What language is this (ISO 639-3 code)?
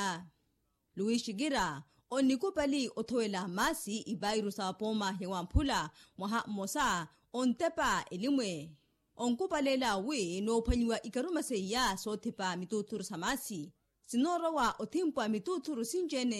vmw